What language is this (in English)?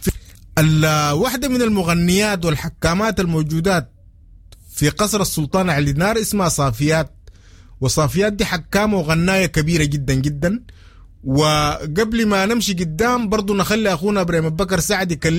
Sudanese Arabic